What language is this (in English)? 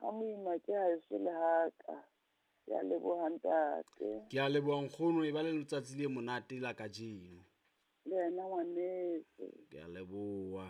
Southern Sotho